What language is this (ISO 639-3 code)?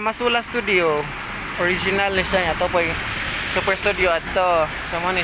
ceb